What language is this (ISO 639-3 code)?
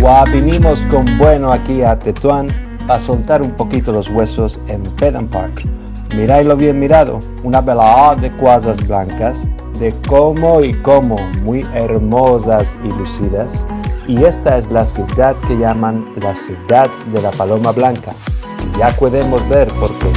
lad